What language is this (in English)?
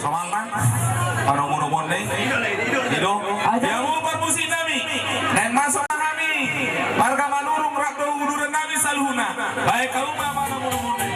Batak Toba